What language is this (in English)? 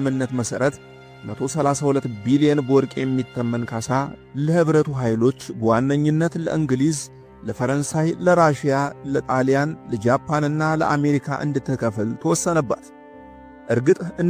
Amharic